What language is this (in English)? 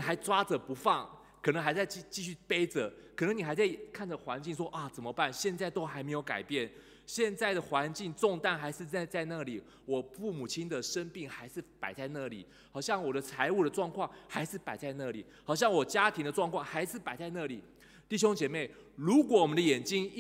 Chinese